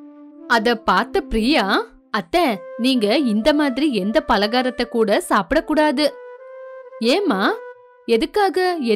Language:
Tamil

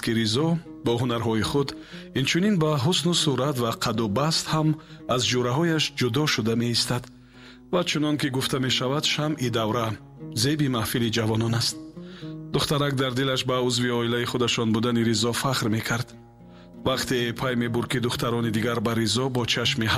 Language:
Tajik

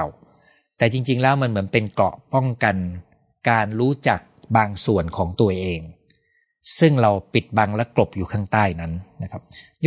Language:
Thai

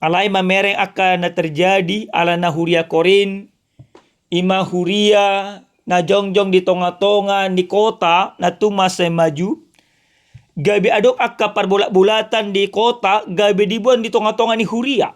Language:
Batak Toba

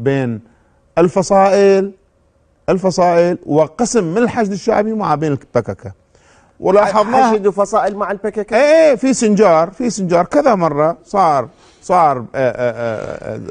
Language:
Mesopotamian Arabic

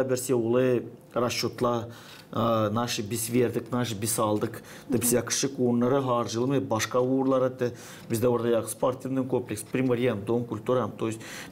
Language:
Gagauz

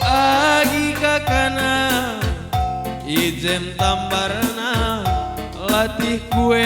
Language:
Batak Karo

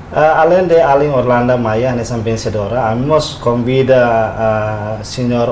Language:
Tetum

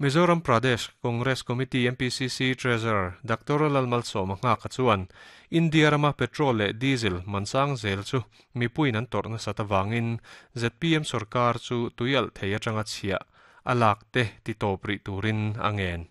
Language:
Mizo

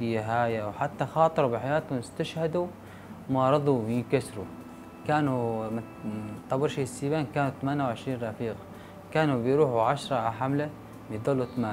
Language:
North Levantine Arabic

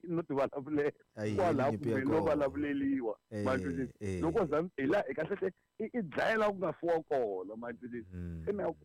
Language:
Tsonga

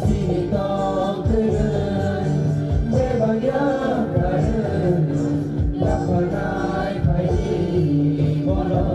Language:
Kok Borok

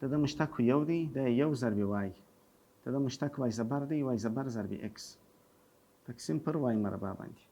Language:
Pashto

